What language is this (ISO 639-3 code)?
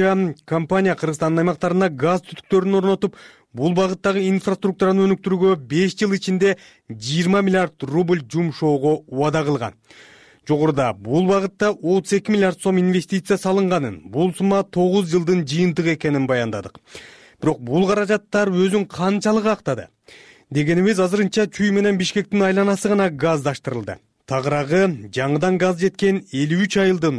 kir